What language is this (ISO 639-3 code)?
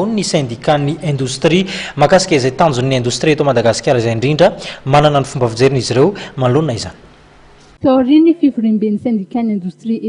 mlg